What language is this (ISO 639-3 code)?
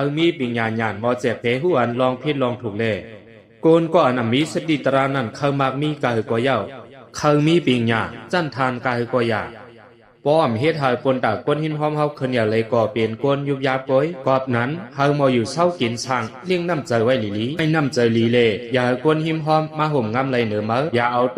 shn